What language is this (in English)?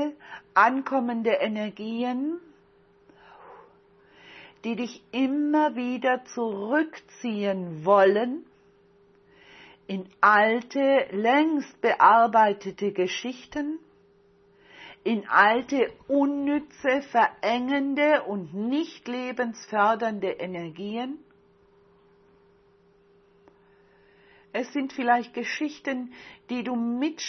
German